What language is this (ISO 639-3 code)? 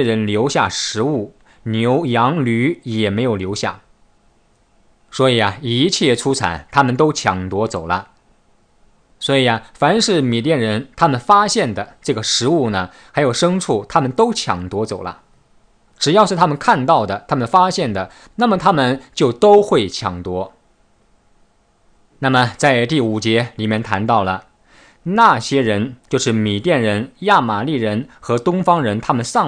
zho